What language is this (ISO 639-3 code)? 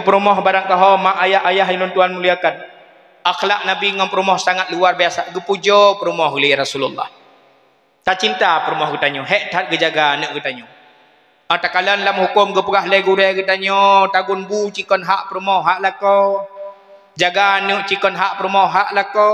ace